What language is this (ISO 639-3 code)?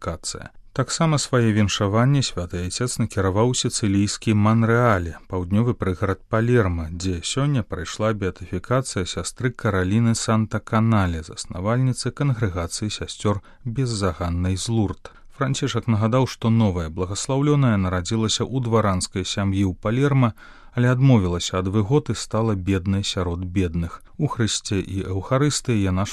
bel